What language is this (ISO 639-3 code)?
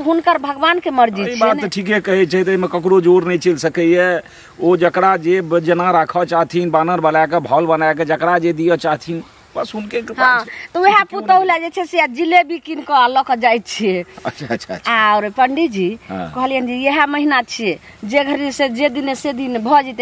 mai